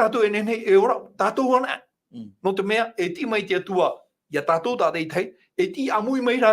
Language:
Tahitian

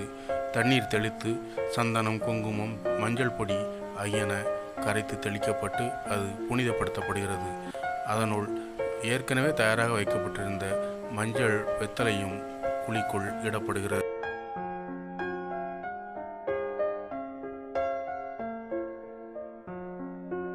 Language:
Tamil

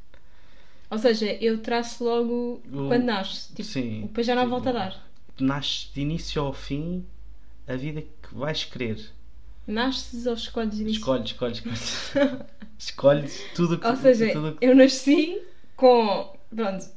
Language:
Portuguese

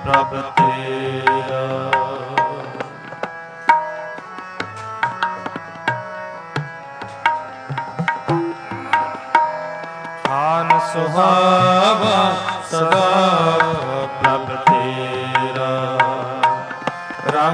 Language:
Punjabi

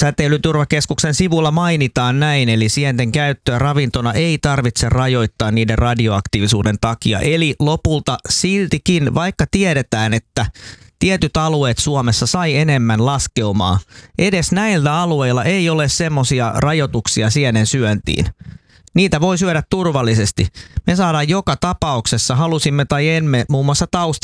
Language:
Finnish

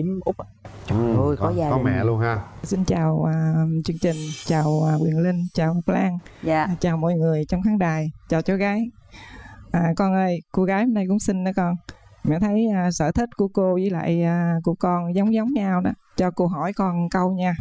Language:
Vietnamese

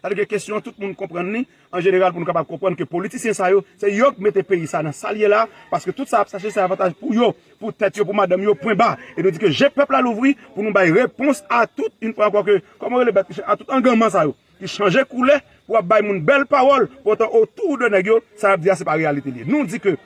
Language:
Haitian Creole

